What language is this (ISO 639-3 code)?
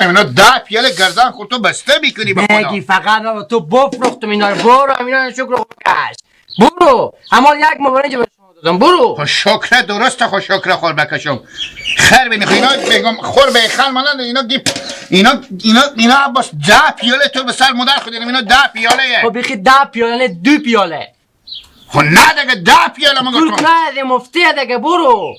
haz